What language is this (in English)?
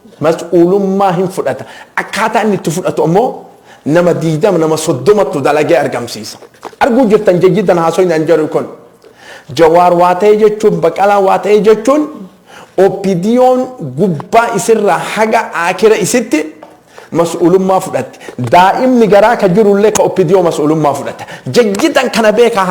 Oromo